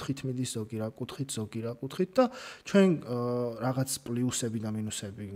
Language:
Georgian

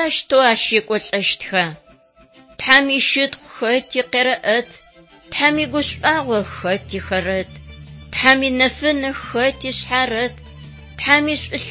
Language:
Adyghe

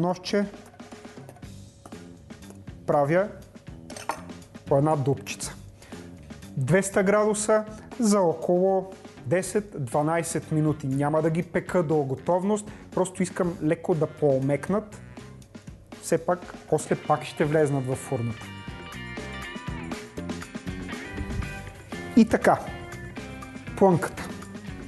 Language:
Bulgarian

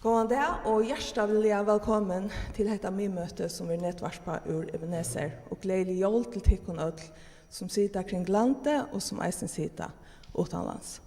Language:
Faroese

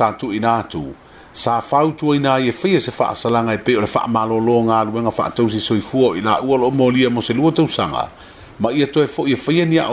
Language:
Samoan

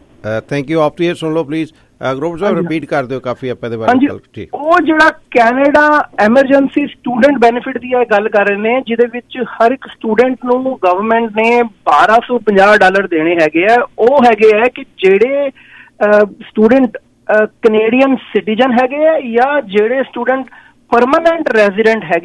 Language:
Punjabi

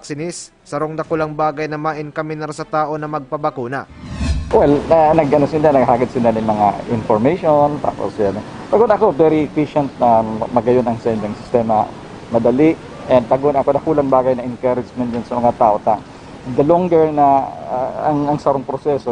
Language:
Bikol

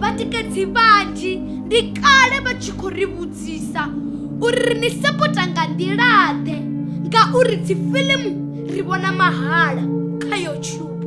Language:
Venda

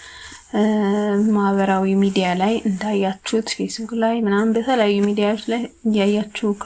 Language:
Amharic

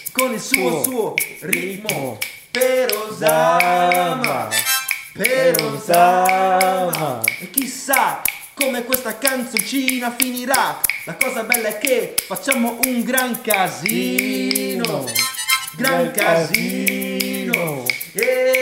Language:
Italian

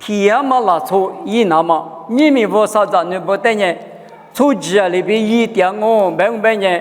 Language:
Lisu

